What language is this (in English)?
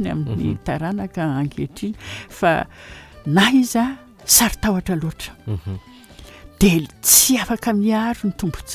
Malagasy